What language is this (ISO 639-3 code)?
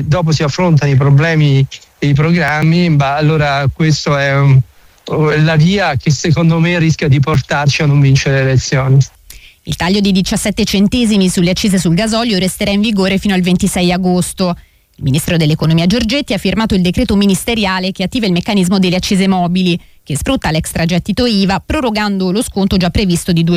ita